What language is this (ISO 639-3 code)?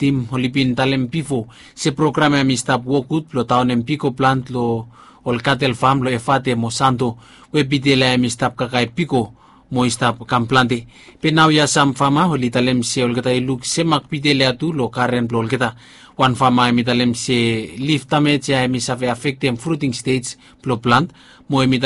bis